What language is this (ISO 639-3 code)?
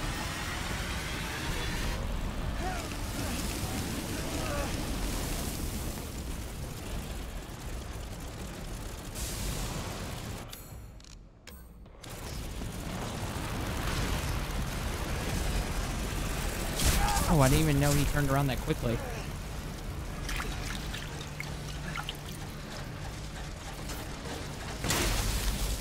eng